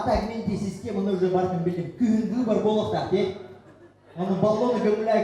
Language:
Yakut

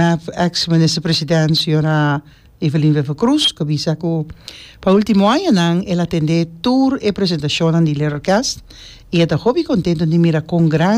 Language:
Papiamento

